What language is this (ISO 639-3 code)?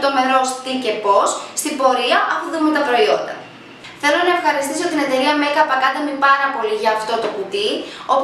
ell